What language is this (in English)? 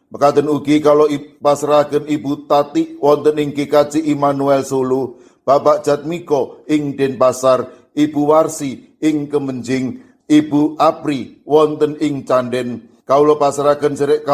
Javanese